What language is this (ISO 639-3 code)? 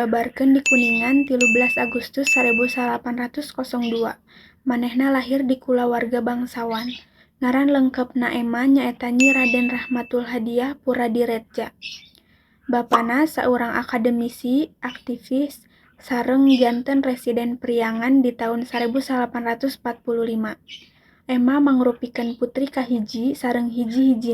sun